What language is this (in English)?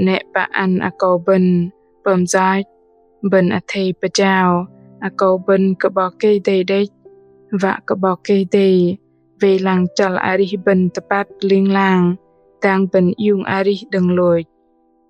Bahnar